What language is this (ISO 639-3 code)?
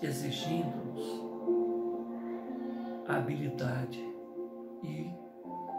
por